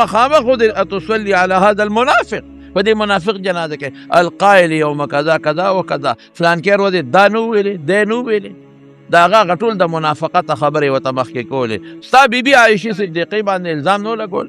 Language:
Pashto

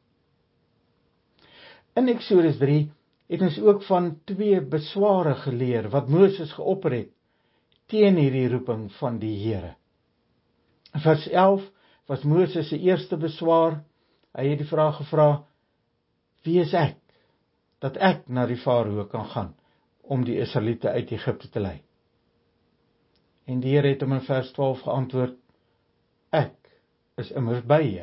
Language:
Afrikaans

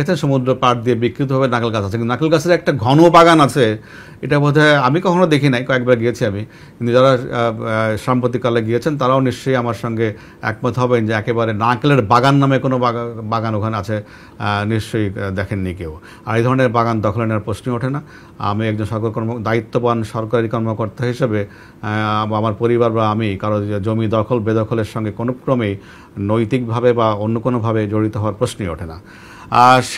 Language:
Bangla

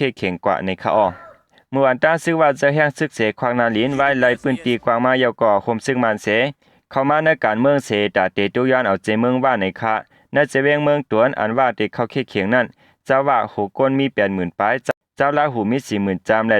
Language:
Shan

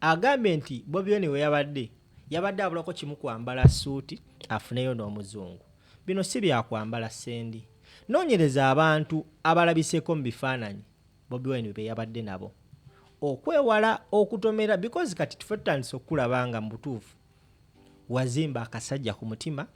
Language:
Ganda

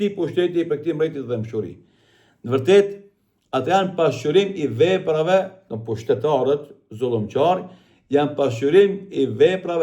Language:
Albanian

